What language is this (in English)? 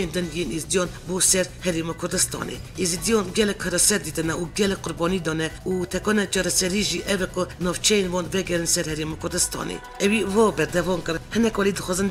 Kurdish